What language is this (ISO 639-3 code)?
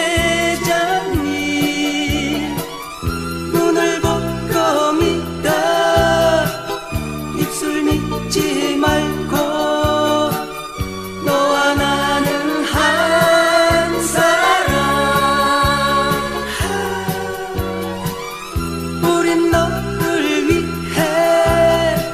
kor